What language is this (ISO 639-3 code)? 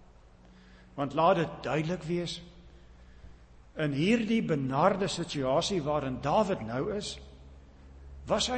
afr